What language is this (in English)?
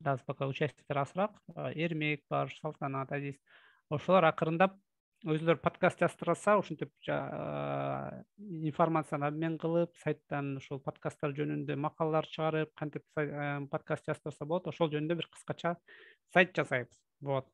Kyrgyz